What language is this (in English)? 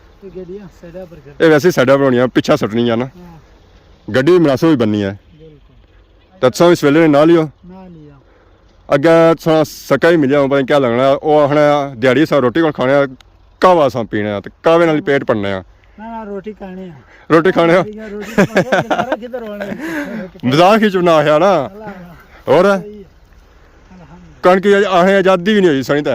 Pahari-Potwari